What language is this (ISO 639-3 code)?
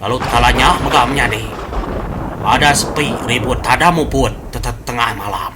iba